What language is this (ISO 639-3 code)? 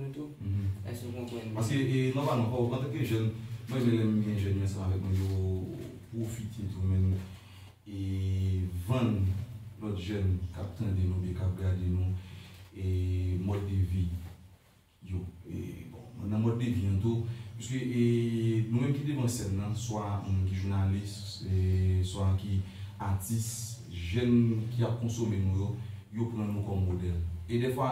hat